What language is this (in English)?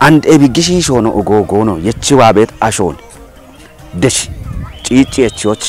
Kafa